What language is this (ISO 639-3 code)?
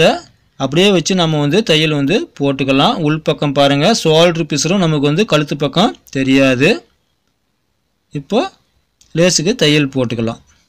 tam